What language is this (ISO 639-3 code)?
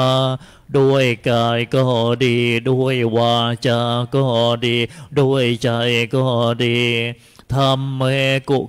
tha